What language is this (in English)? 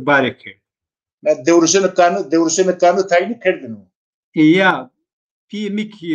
Zaza